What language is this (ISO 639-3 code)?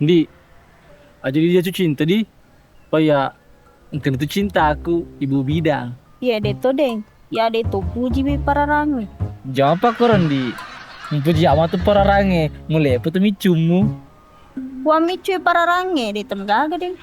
bug